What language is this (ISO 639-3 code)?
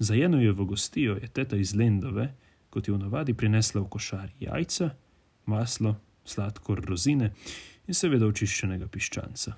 slv